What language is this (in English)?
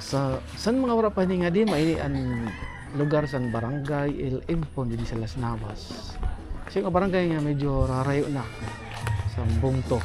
Waray